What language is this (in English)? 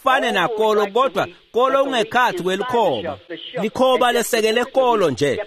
Swati